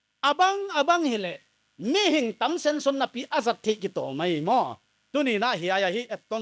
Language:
Paite Chin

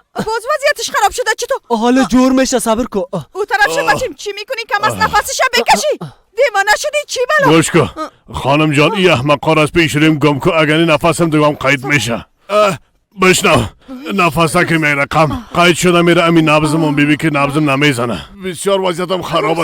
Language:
Persian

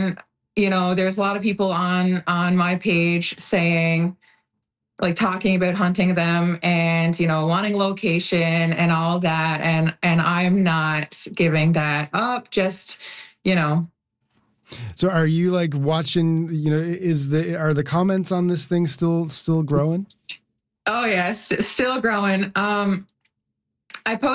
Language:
English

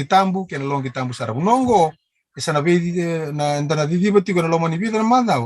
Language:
Fijian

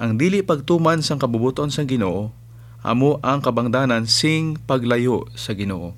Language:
Hiligaynon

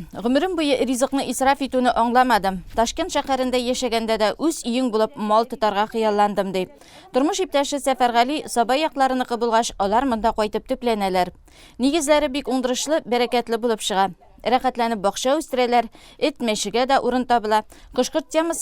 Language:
Tatar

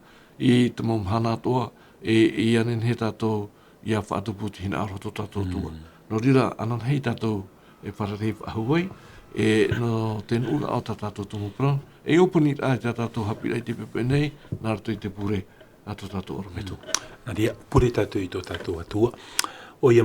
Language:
Tahitian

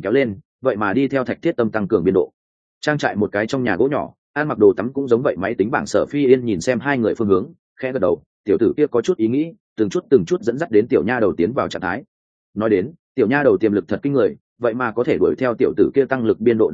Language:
Vietnamese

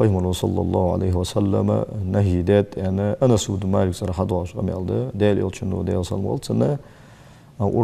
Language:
Ingush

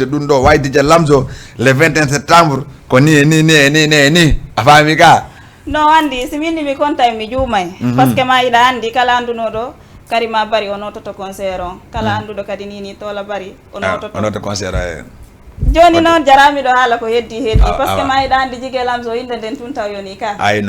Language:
Fula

